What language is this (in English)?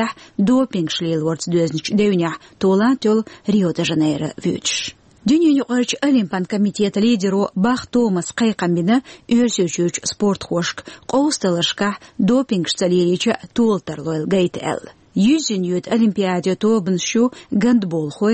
Chechen